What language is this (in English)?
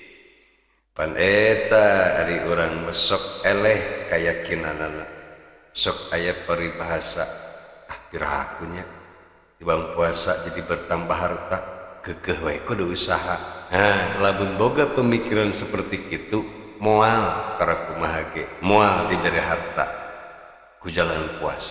Sundanese